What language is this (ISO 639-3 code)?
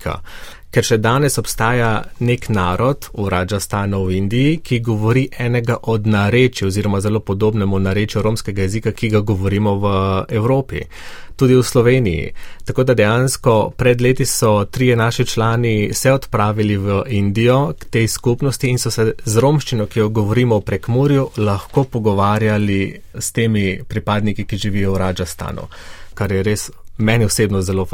slv